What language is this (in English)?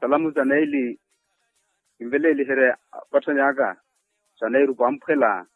Makhuwa